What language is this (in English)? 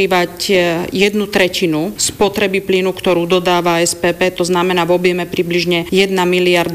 Slovak